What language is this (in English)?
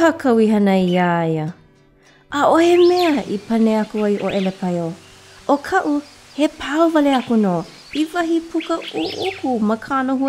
Hawaiian